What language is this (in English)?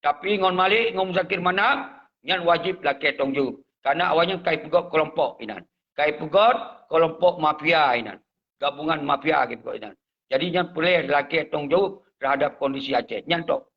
Achinese